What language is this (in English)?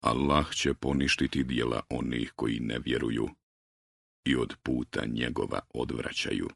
Bosnian